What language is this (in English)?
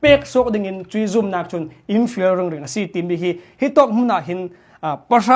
Hakha Chin